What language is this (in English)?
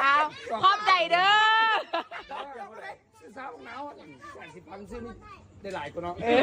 Lao